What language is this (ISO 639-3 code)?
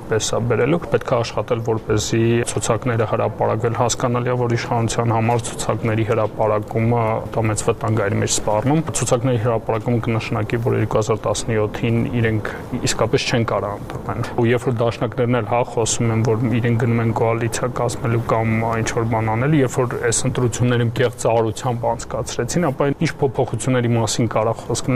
hye